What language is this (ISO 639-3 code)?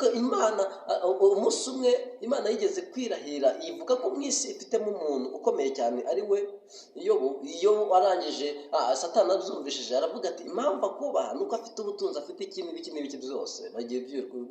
kin